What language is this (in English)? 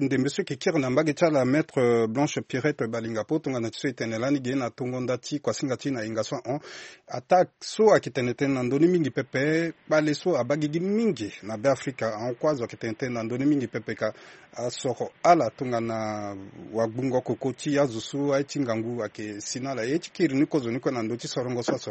Sango